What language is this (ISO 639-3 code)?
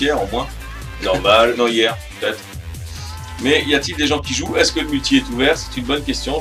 fra